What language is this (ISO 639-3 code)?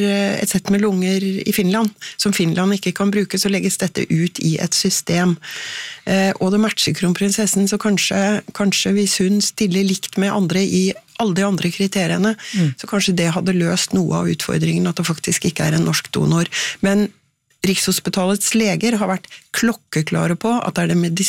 nor